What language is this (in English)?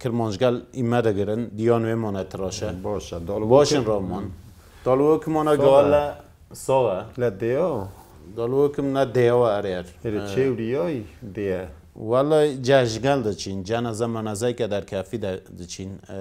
Kurdish